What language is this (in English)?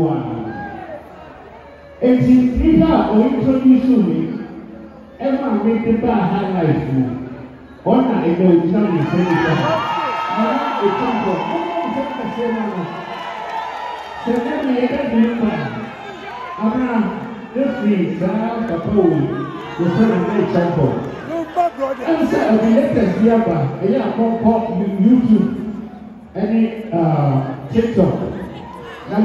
English